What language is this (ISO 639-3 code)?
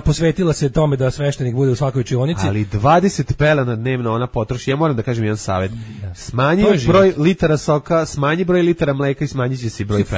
srp